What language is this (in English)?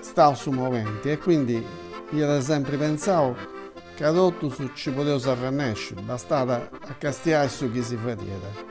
Sardinian